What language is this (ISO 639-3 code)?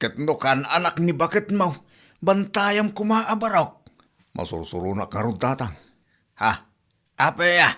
ilo